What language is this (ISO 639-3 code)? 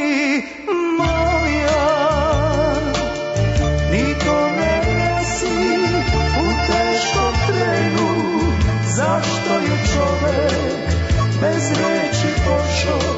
srp